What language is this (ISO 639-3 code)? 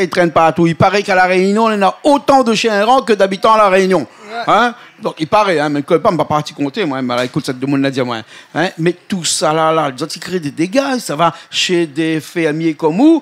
rcf